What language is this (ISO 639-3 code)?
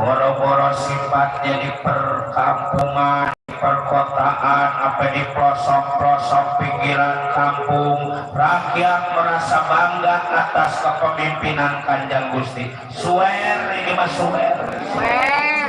bew